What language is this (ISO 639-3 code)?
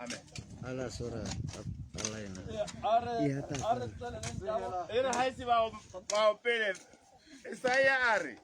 tsn